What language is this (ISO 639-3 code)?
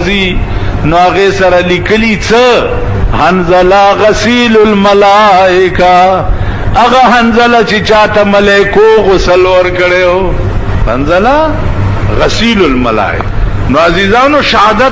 pus